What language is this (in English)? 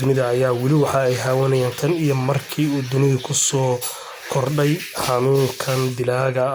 Somali